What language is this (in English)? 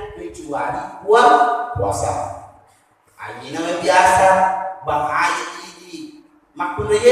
Buginese